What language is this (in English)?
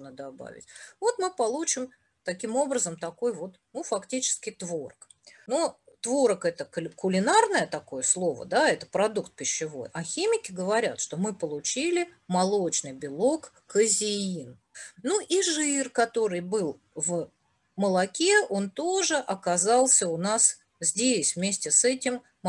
Russian